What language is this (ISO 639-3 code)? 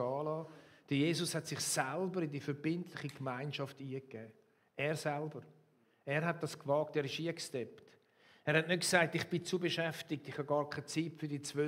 gsw